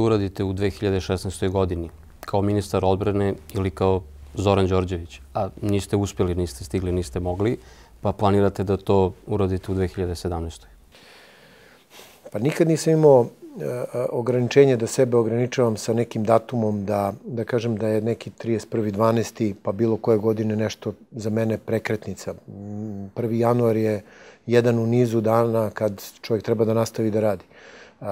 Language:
Serbian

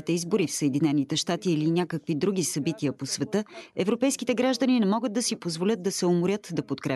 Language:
Bulgarian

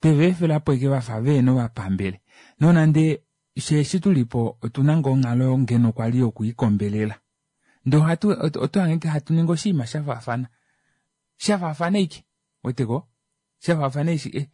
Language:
Kuanyama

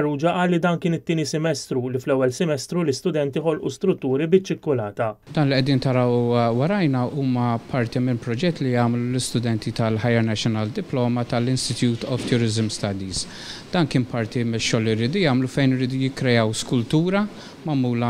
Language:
Maltese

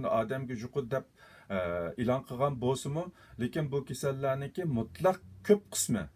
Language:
Uyghur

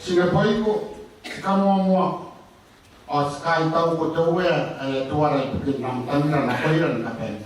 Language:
Gilbertese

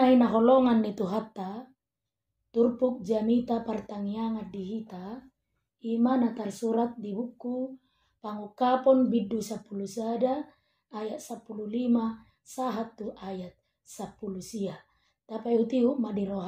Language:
Batak Toba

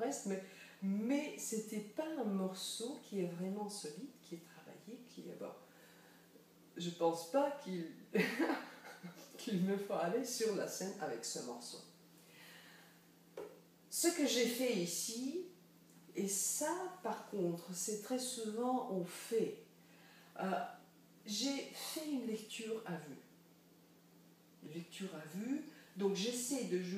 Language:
French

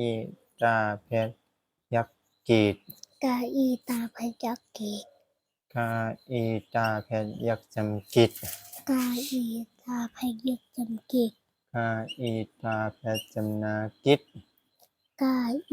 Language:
Shan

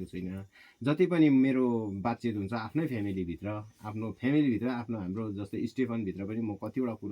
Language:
Nepali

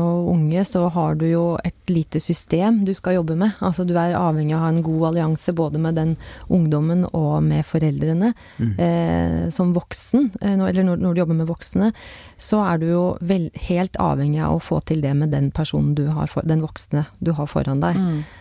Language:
Norwegian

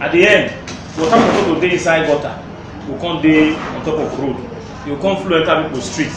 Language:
Nigerian Pidgin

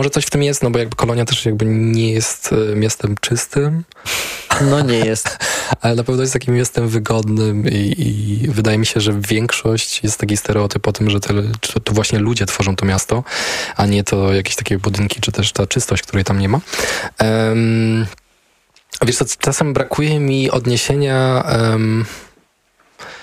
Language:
Polish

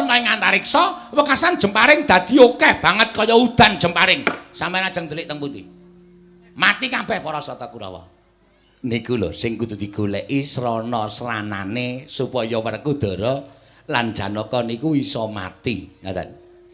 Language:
Javanese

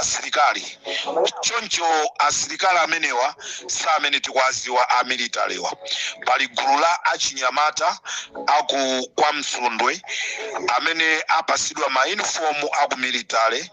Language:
Nyanja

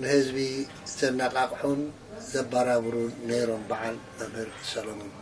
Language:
Tigrinya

